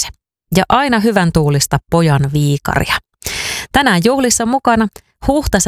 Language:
Finnish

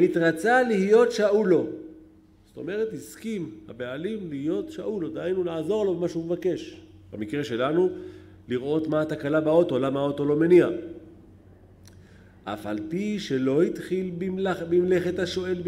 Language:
Hebrew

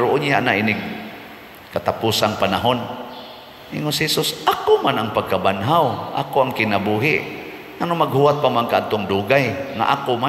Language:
Cebuano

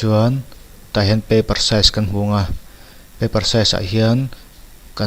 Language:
Mizo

